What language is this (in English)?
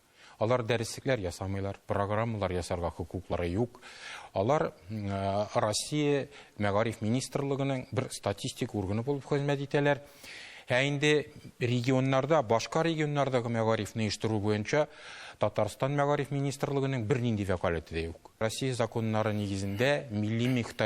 Tatar